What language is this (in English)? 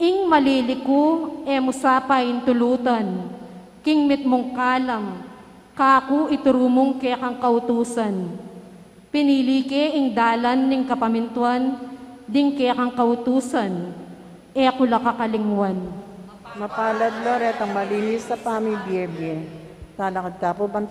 Pampanga